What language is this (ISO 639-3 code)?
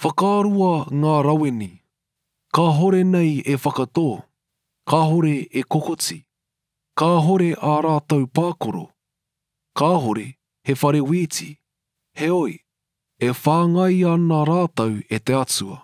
mri